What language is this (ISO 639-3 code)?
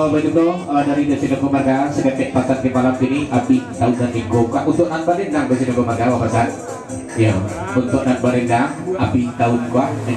min